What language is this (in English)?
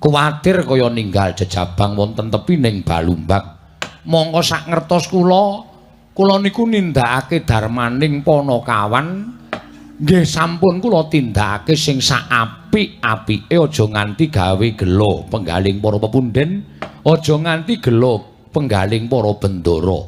Javanese